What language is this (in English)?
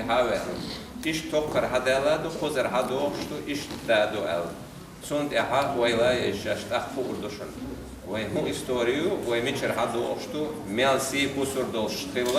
Chechen